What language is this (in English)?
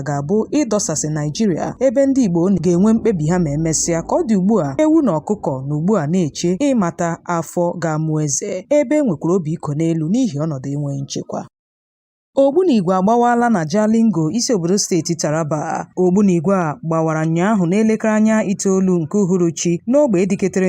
Igbo